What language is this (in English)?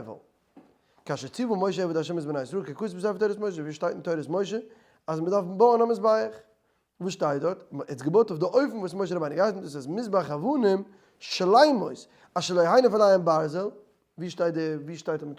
Yiddish